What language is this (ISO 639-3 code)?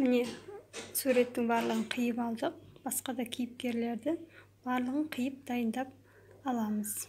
kaz